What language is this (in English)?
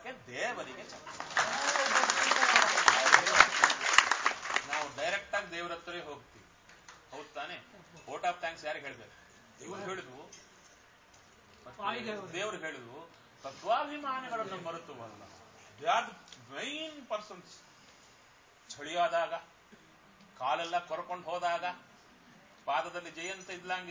Kannada